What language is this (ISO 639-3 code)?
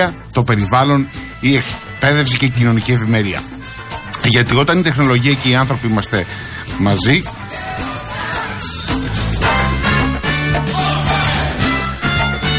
ell